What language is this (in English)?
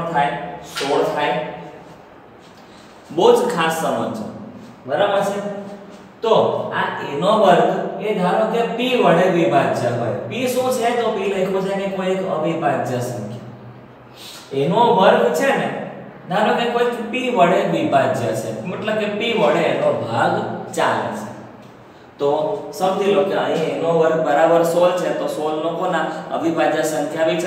Gujarati